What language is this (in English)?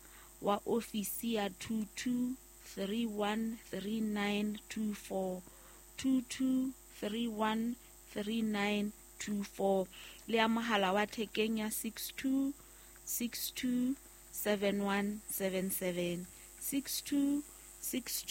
Southern Sotho